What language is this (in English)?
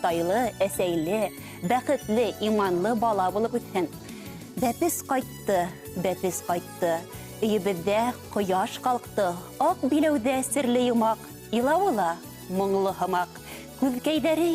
Bashkir